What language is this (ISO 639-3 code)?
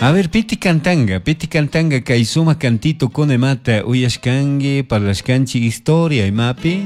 qug